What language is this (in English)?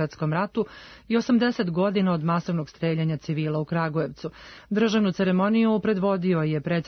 Serbian